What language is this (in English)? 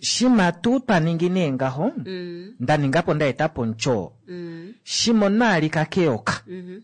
Kuanyama